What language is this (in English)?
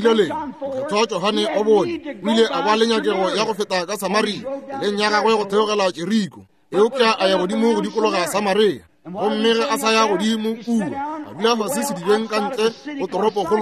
Northern Sotho